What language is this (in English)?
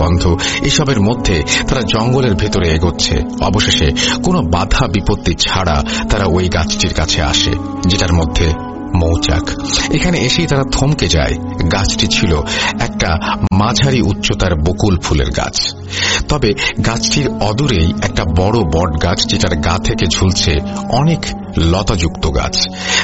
Bangla